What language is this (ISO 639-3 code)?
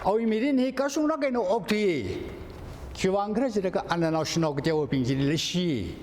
nmf